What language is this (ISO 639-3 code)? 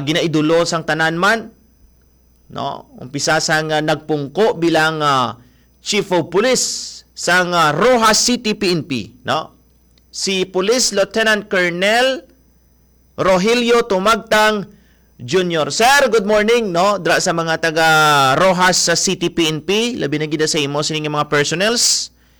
hil